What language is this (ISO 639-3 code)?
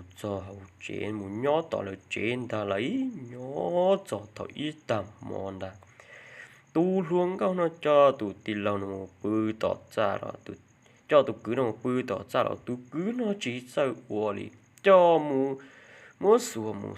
hmn